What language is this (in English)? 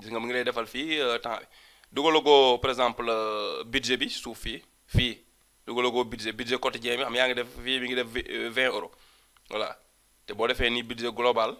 Wolof